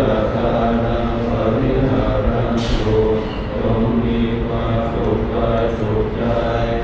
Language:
Pali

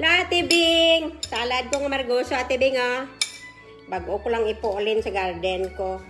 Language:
Hiligaynon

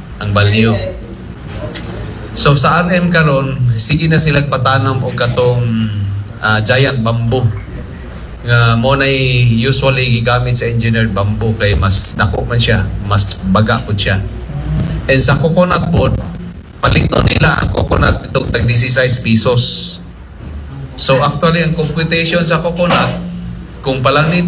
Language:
Cebuano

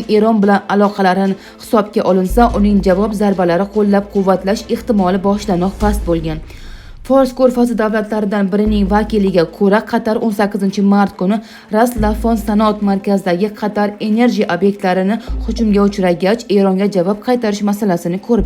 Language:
Uzbek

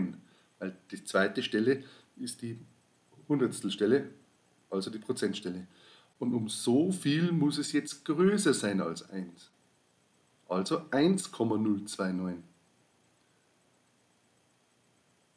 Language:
German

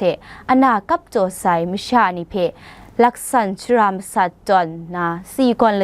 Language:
Kachin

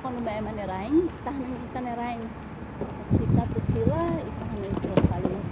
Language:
Tetum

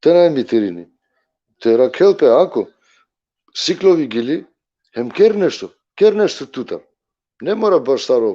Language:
Balkan Romani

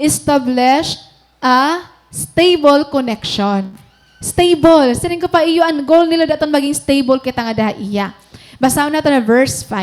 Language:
Waray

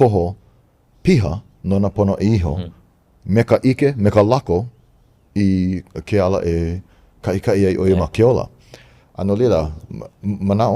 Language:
Hawaiian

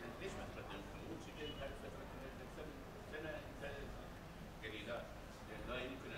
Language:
Mesopotamian Arabic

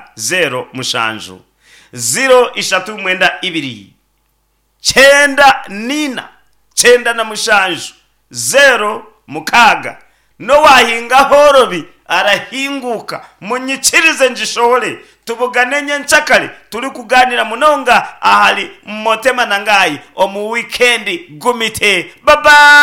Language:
Nyankole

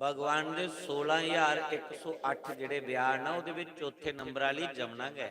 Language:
Dogri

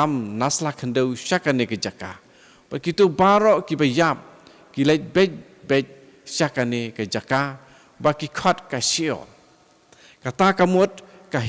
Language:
Khasi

